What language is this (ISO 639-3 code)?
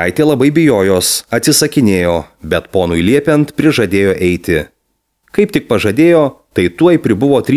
lit